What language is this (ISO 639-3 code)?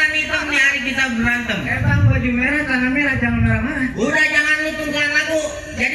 bew